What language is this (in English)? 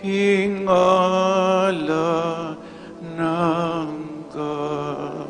Pampanga